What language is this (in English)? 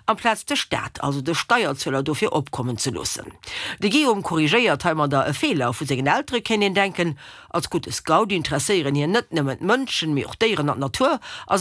Luxembourgish